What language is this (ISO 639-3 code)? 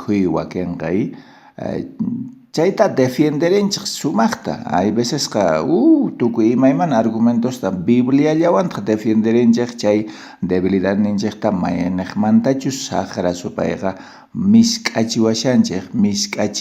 quh